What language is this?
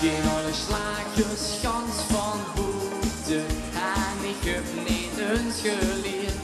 Limburgish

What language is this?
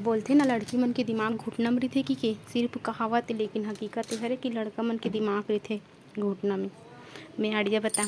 Chhattisgarhi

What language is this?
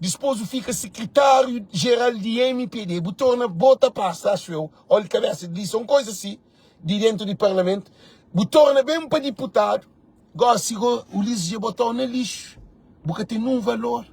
Kabuverdianu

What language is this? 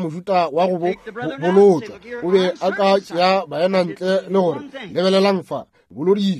Northern Sotho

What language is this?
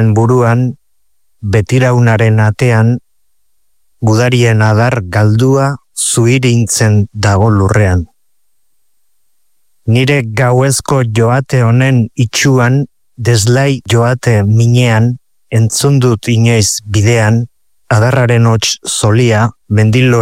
Basque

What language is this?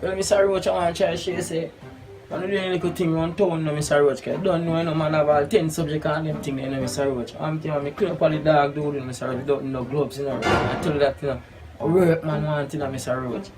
Jamaican Creole English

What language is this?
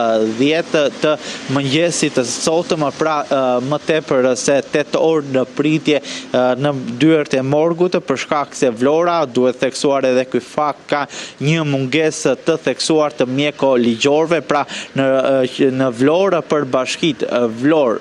Albanian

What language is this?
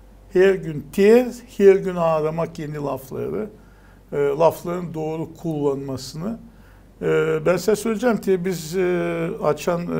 Gagauz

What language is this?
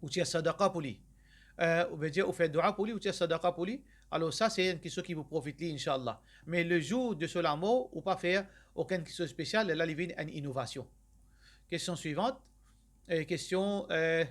Morisyen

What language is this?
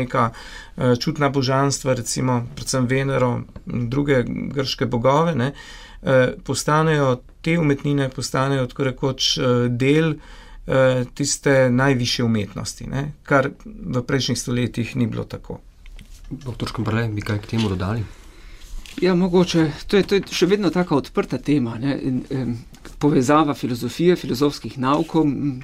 Slovenian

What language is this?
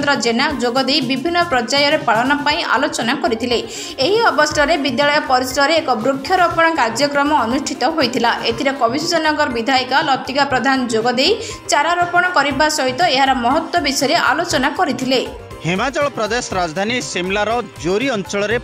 Odia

